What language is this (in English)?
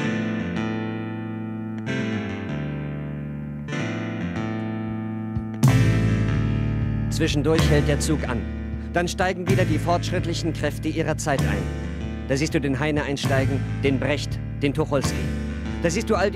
German